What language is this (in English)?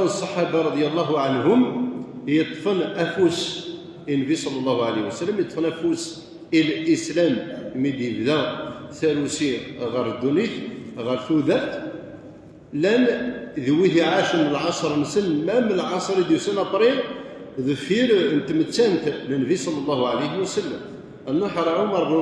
Kabyle